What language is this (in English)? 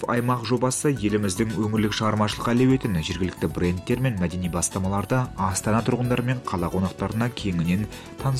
Kazakh